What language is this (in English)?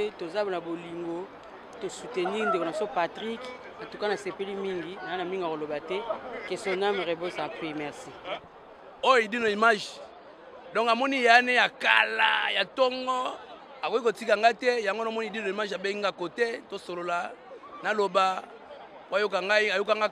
Lingala